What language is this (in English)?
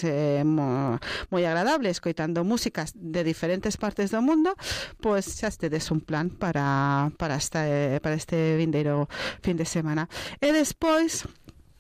Galician